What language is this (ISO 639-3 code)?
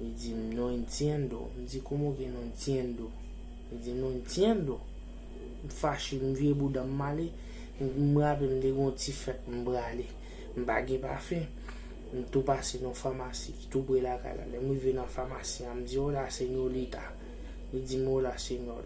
hat